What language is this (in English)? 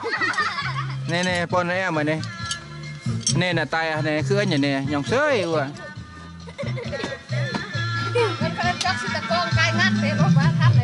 Thai